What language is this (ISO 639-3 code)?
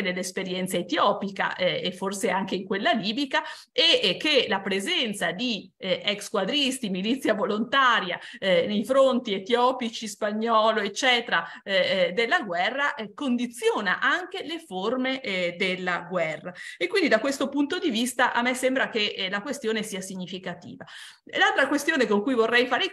ita